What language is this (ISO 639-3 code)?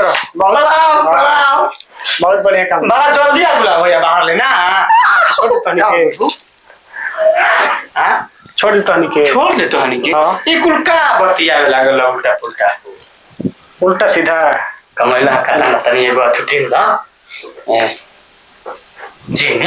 bho